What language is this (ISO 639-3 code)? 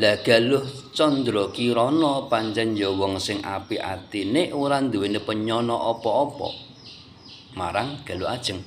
jav